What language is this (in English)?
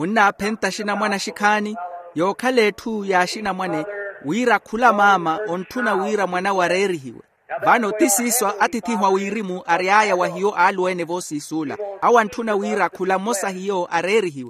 Makhuwa